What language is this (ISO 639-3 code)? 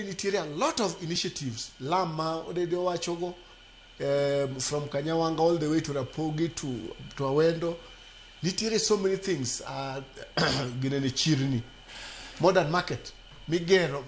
luo